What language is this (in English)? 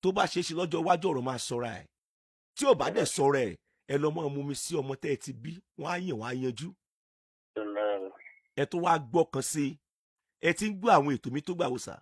Yoruba